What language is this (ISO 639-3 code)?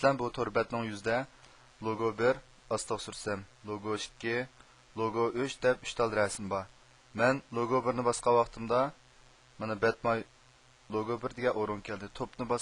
uig